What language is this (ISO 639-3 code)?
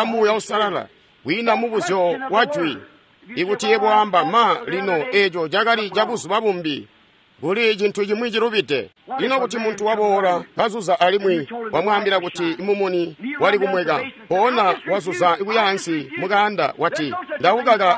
toi